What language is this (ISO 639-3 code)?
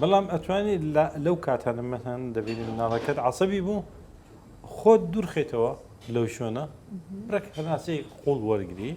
ckb